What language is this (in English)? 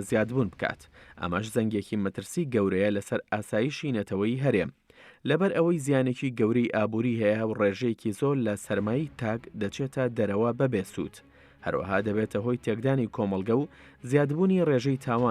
Central Kurdish